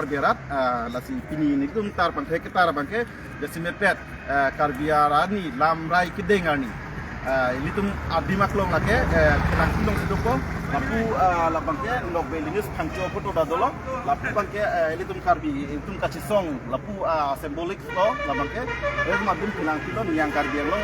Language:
Karbi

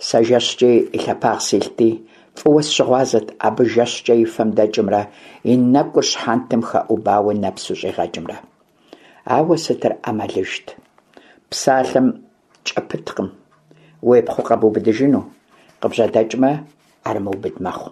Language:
Kabardian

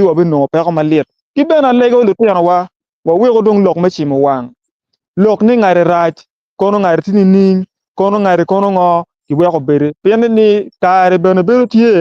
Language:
Acoli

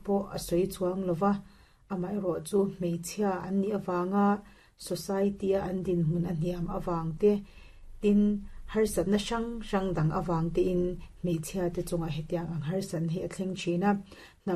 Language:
Mizo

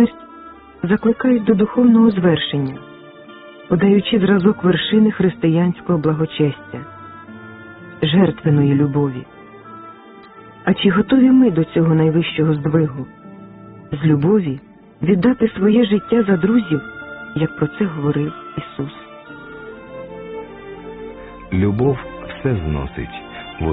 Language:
Ukrainian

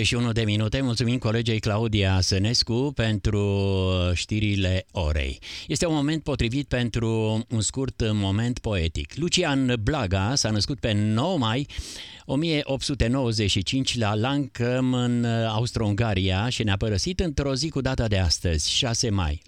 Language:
Romanian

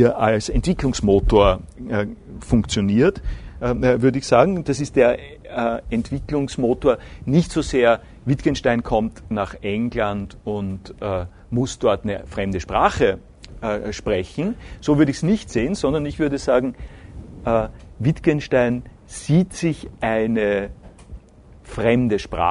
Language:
German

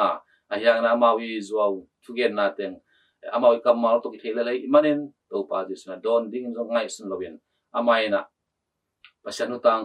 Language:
Tedim Chin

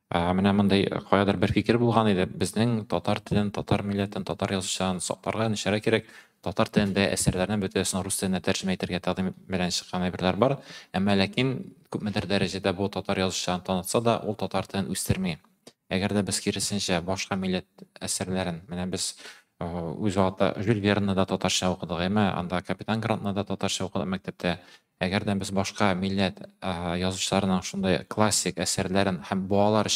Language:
Tatar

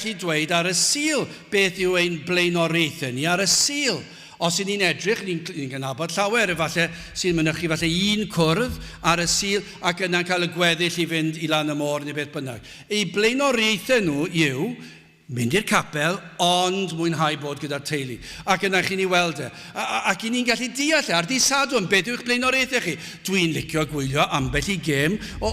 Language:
Welsh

